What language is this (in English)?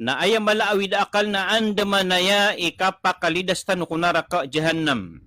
Maranao